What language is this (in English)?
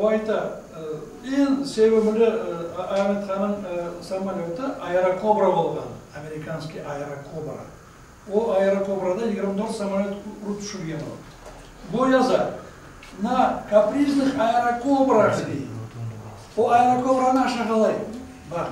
Crimean Tatar